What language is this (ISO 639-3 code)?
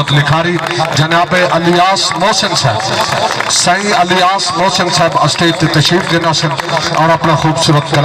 skr